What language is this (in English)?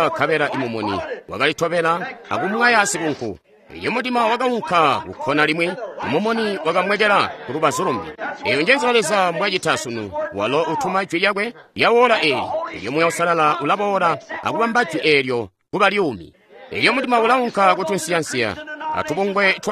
Tonga (Zambia)